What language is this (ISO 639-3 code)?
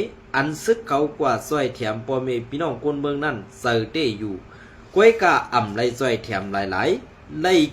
shn